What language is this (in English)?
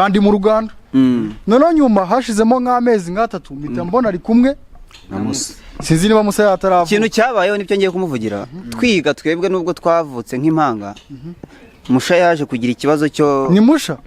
Kinyarwanda